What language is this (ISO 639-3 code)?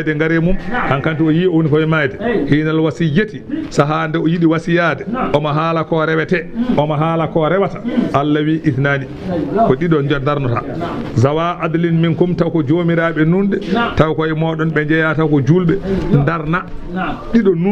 ful